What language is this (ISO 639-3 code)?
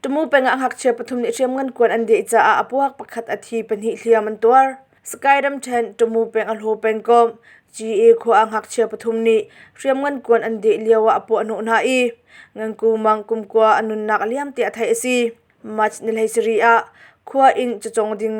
cnh